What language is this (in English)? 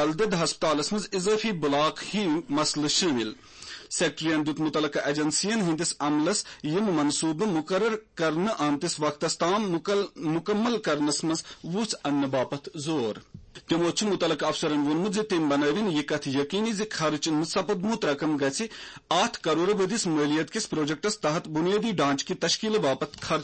Kashmiri